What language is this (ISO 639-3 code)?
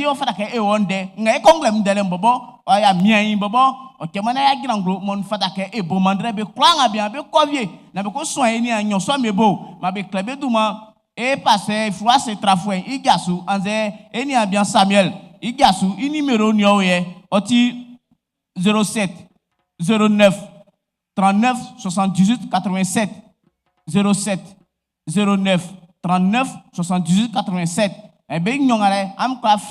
bci